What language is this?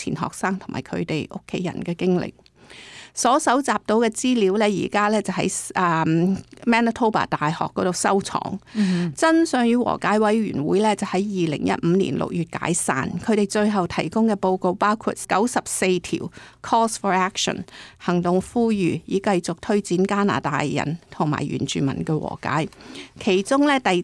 Cantonese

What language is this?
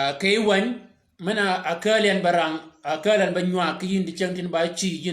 Shilluk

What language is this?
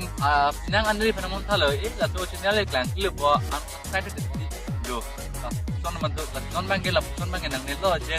Karbi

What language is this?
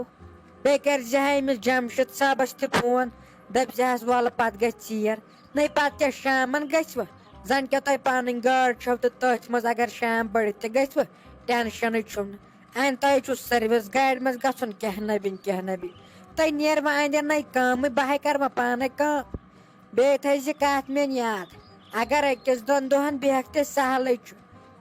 Kashmiri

